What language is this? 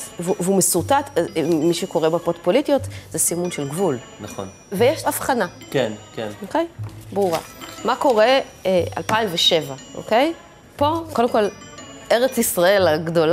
Hebrew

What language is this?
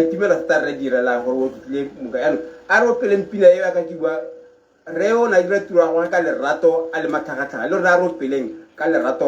Tswana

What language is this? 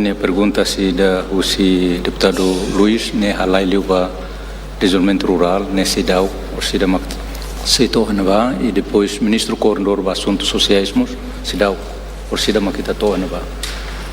Tetum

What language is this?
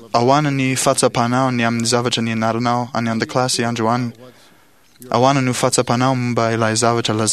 Malagasy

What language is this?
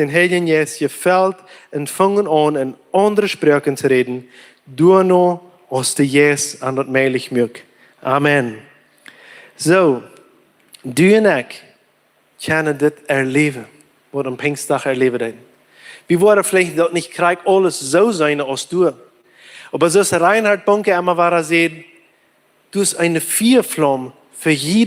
Plautdietsch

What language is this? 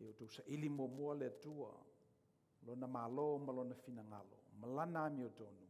Samoan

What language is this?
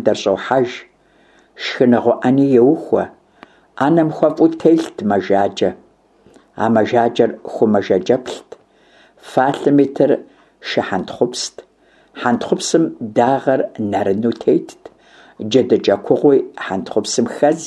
Kabardian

